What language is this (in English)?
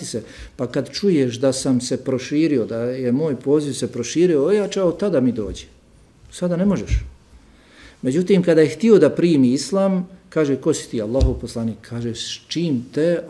Bosnian